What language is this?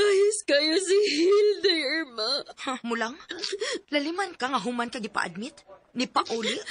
Cebuano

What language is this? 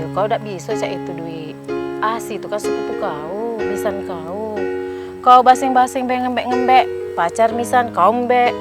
Musi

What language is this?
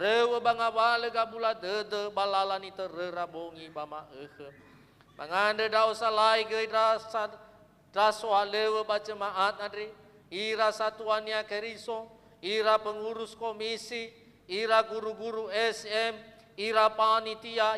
Nias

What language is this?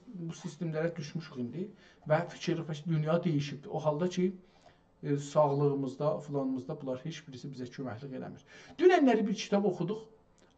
South Azerbaijani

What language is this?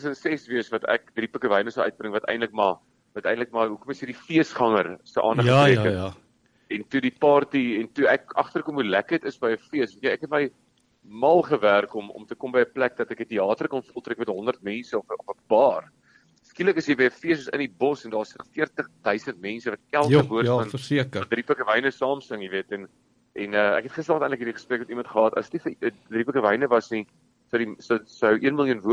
Afrikaans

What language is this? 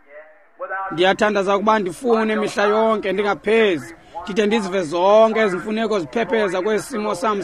Xhosa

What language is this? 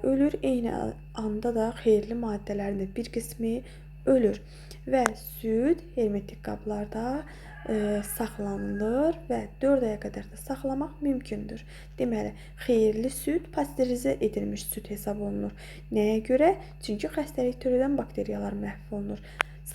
Azerbaijani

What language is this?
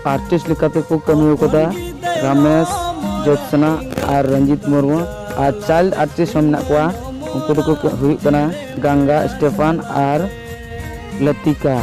Santali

